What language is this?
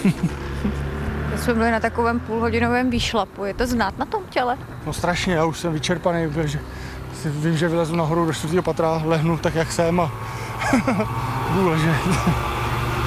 Czech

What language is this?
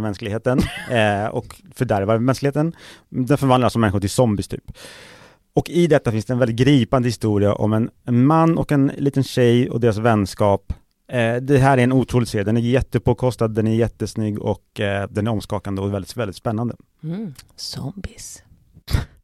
Swedish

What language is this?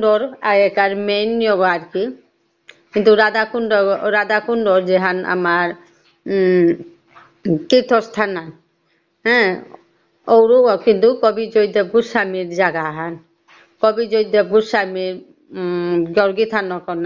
Bishnupriya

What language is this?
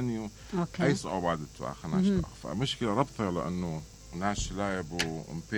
Mesopotamian Arabic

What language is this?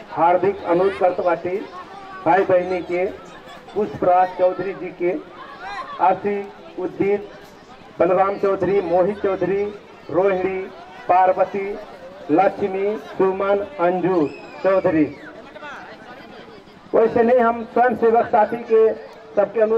Bhojpuri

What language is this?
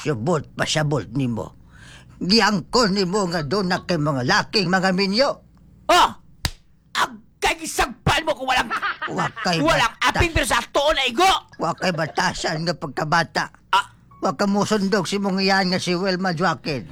Cebuano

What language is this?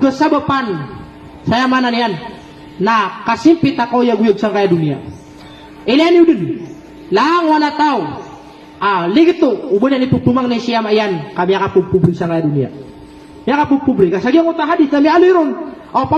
Maranao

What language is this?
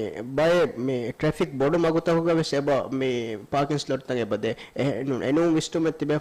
Divehi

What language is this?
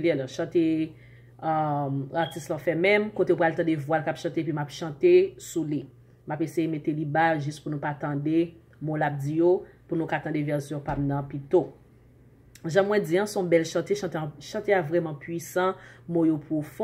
Haitian Creole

